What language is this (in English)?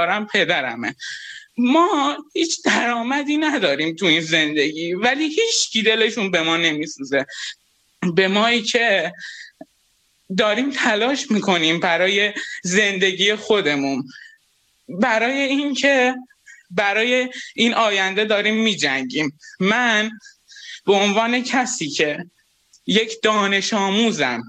Persian